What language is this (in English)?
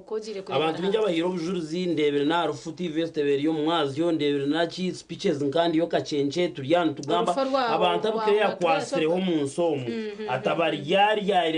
Nyankole